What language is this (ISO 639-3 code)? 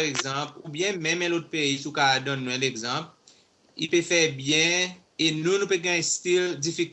crs